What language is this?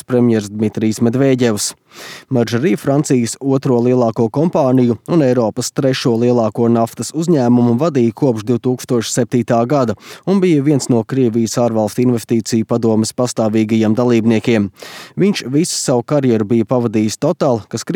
Latvian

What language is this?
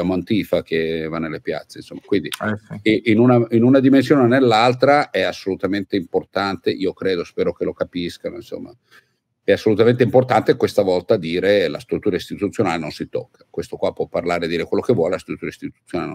Italian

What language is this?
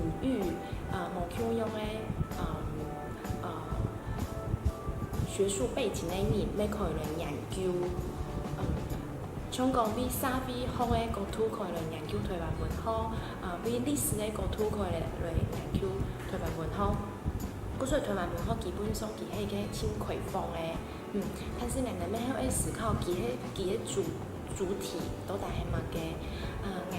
Min Nan Chinese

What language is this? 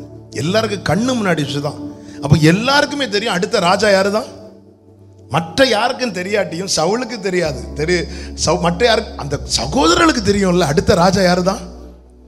Tamil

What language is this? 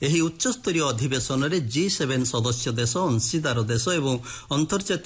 Odia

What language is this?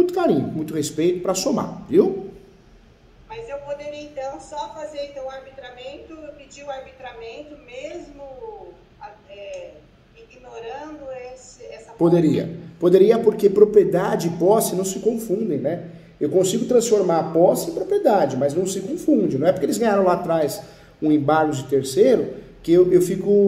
Portuguese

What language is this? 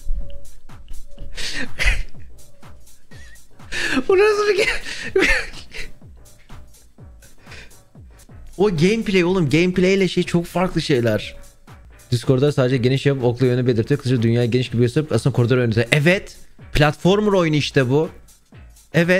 Turkish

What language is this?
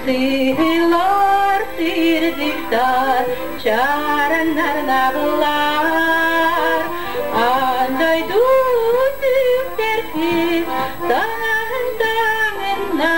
Yakut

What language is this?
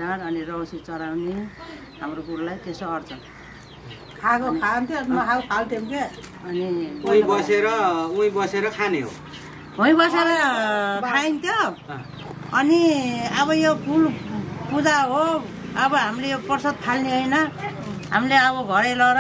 Nepali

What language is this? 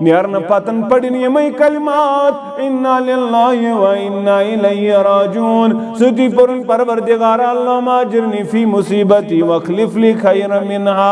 Kashmiri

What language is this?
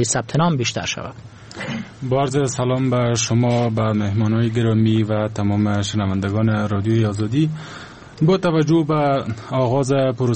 Persian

